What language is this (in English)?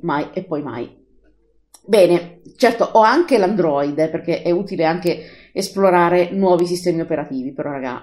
Italian